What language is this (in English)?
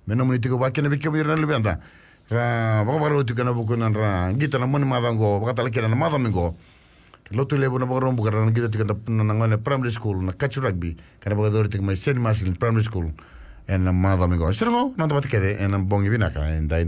Fijian